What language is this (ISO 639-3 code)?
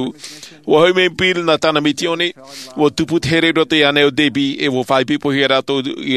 tah